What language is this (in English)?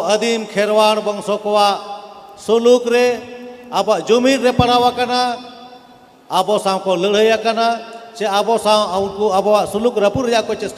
Santali